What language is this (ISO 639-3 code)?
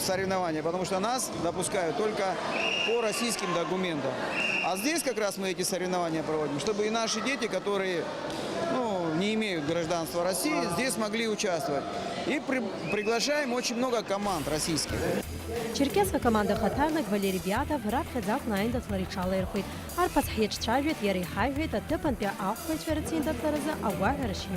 abk